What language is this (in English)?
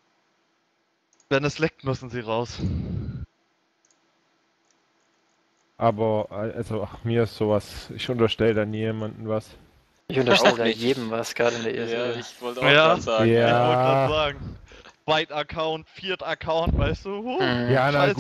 German